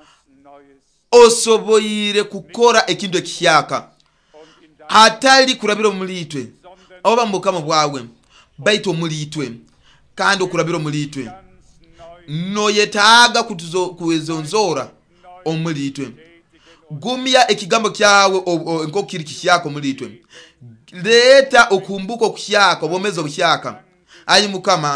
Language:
Nyoro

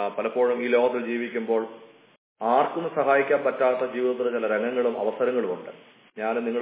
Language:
Malayalam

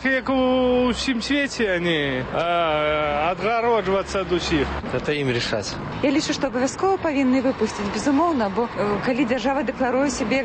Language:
Belarusian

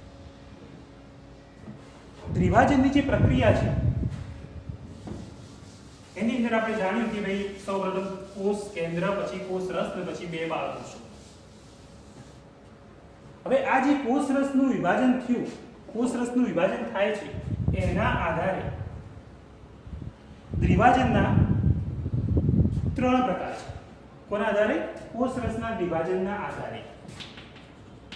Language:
Gujarati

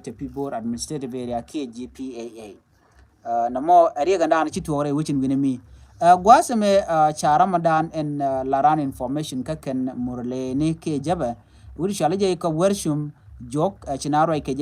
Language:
Nuer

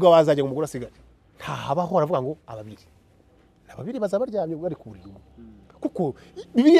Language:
Kinyarwanda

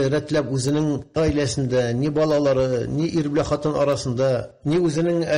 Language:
Tatar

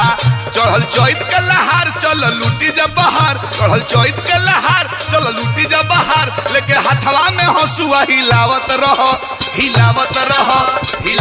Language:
Bhojpuri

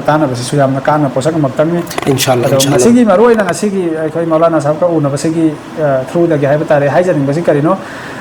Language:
Manipuri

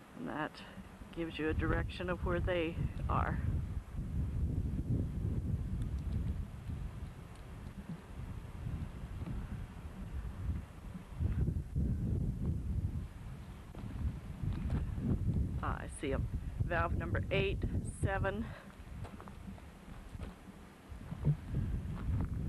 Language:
English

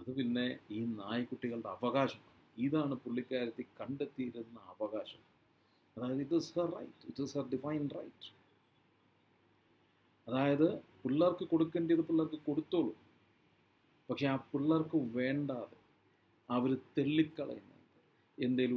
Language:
Malayalam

